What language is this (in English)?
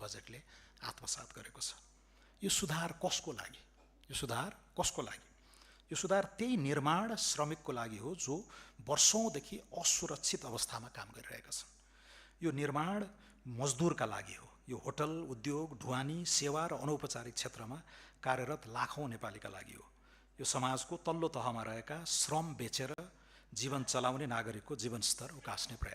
Nepali